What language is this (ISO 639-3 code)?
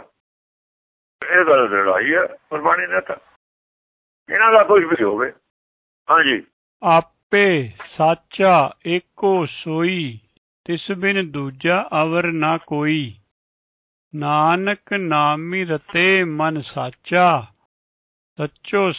pan